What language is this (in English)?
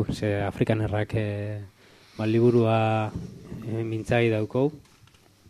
Basque